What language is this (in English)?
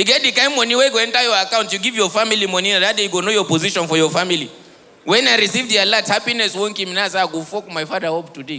Nigerian Pidgin